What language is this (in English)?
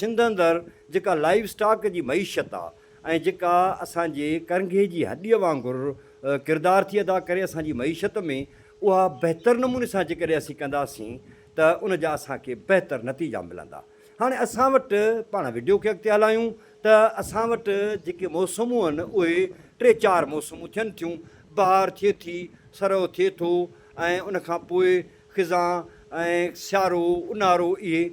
Sindhi